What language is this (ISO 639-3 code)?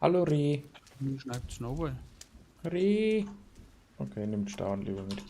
bar